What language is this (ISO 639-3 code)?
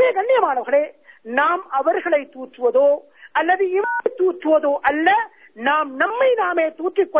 tam